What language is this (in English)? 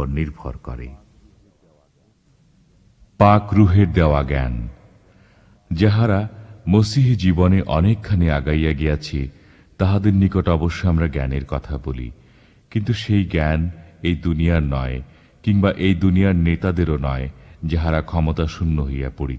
Bangla